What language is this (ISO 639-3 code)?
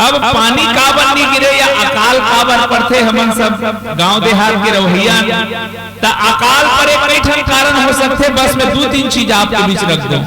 hne